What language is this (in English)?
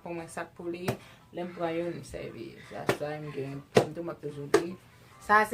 Haitian Creole